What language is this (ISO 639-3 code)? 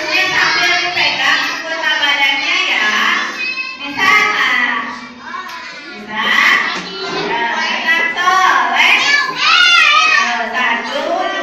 ind